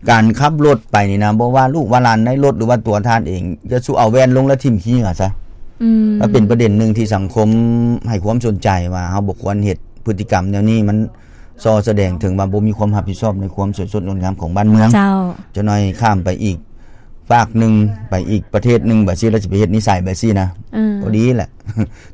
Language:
Lao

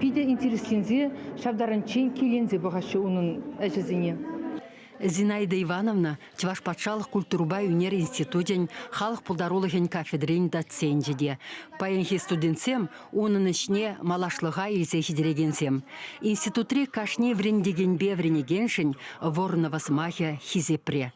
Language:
Chuvash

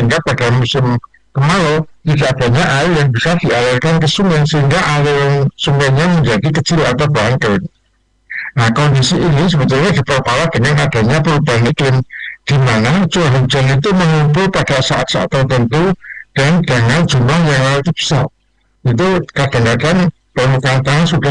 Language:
Indonesian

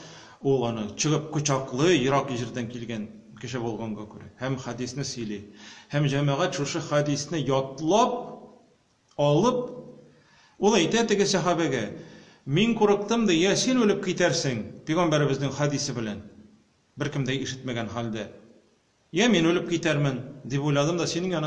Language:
Tatar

